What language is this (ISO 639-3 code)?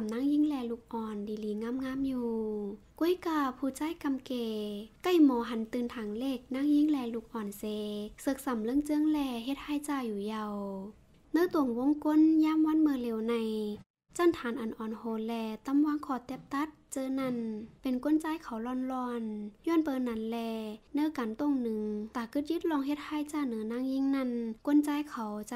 shn